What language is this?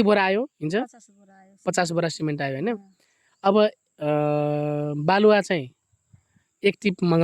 Nepali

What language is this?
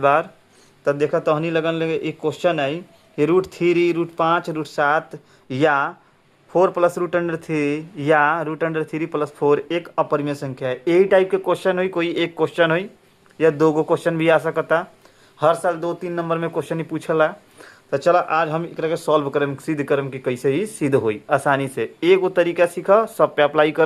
Bhojpuri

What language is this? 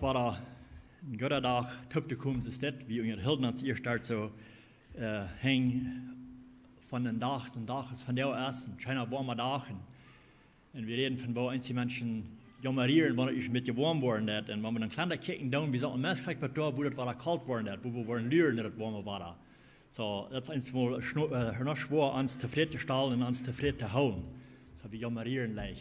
Plautdietsch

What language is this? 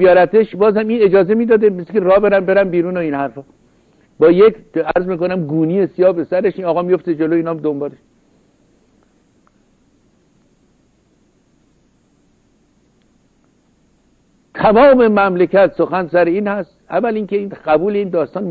Persian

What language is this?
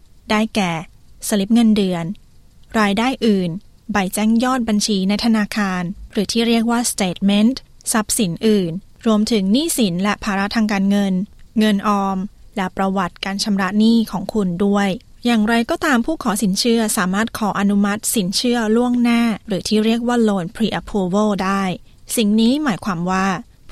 Thai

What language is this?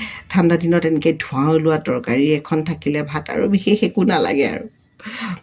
Assamese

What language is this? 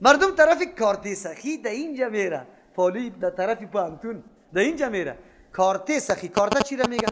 Persian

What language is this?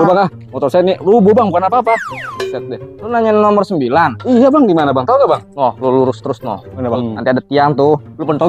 Betawi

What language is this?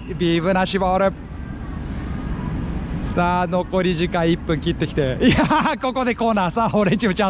Japanese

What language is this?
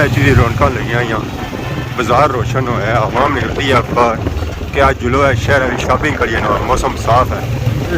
Pahari-Potwari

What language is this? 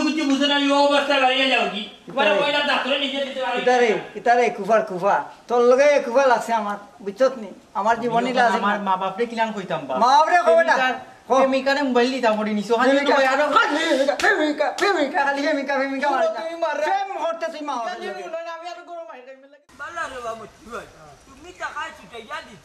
Sylheti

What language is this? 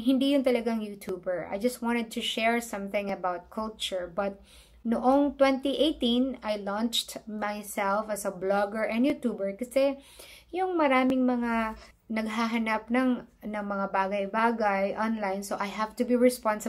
Filipino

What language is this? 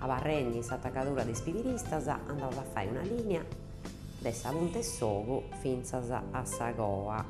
Sardinian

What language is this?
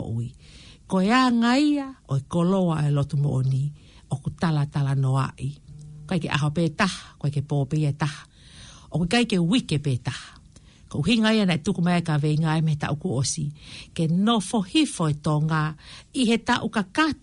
Tongan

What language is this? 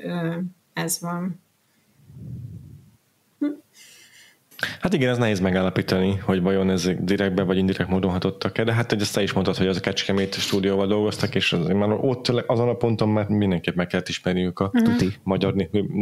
Hungarian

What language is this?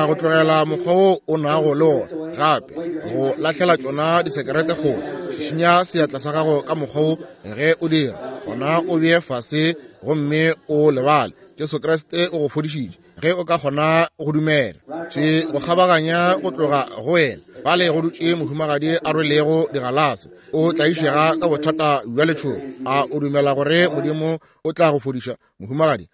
Northern Sotho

